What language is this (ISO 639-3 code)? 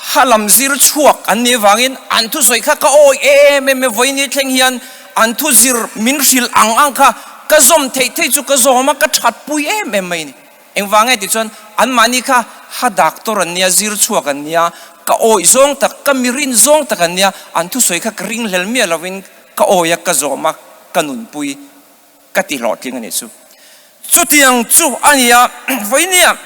lus